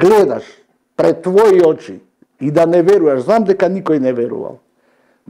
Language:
Macedonian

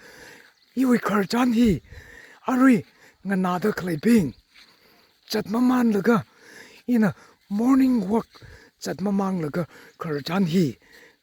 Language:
Tangkhul Naga (India)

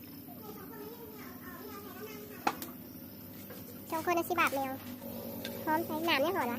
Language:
Lao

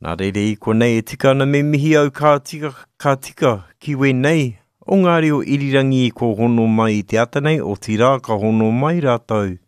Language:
Māori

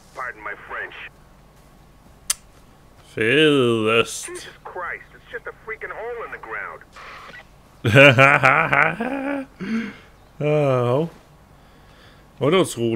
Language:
Danish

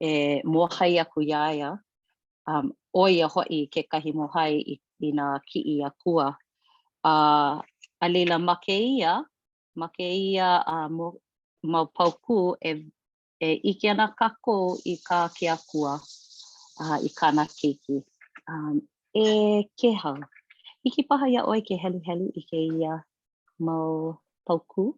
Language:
Hawaiian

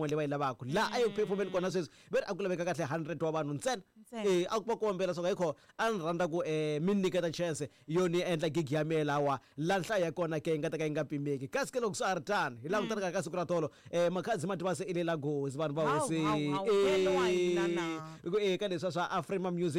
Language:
Tsonga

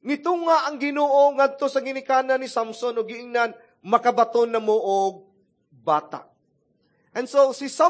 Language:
Cebuano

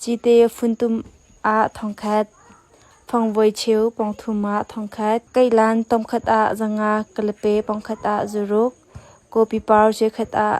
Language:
Hakha Chin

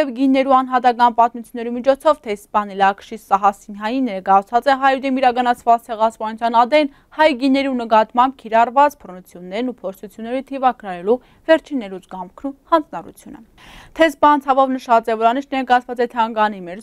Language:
Western Armenian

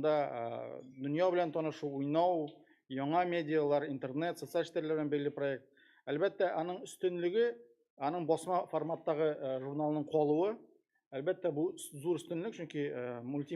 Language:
Tatar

